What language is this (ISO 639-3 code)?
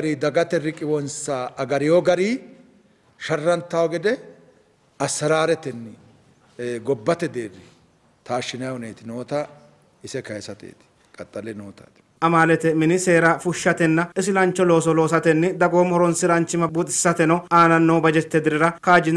sid